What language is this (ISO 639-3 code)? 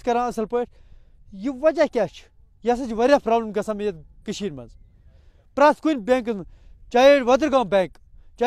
kas